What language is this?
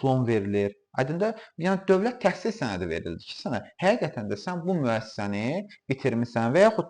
Azerbaijani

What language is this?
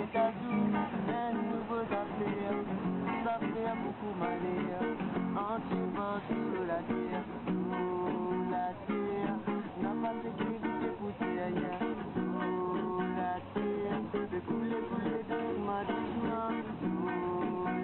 Morisyen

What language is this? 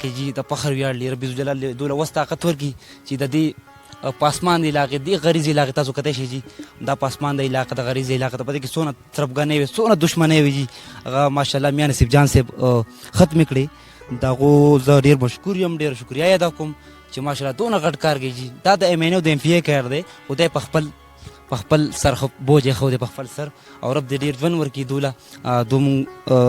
Pashto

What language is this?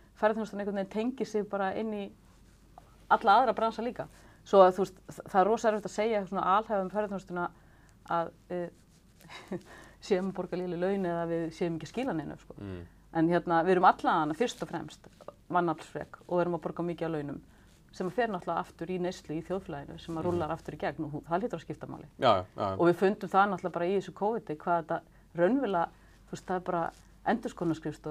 Icelandic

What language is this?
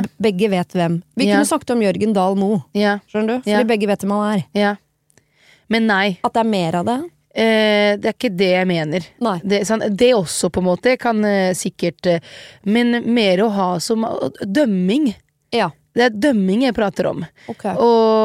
Norwegian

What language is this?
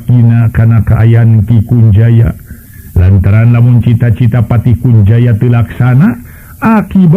Sundanese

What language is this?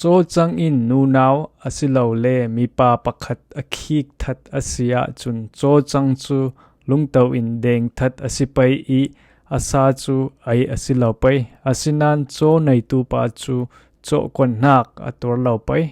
Falam Chin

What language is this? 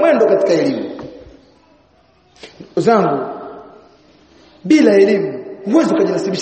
Swahili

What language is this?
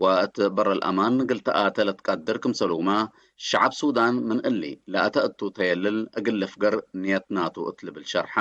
Tigre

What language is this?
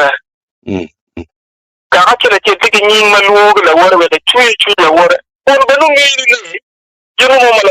Acoli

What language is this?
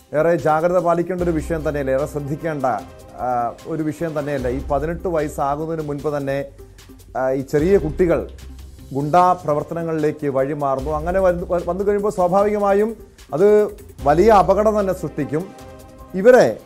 Malayalam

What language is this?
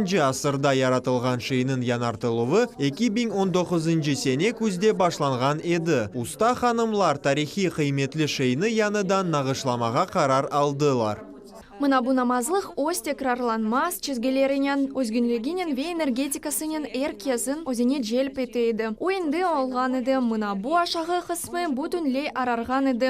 Crimean Tatar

